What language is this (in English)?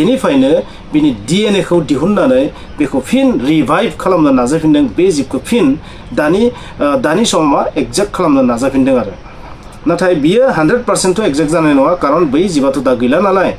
Bodo